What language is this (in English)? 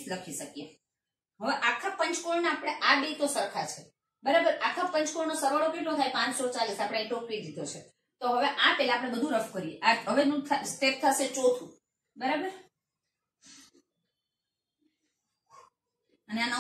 Gujarati